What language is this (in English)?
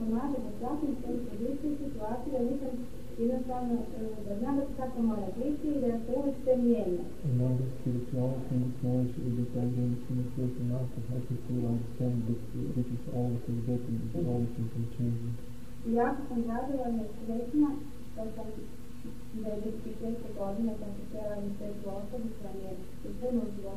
Croatian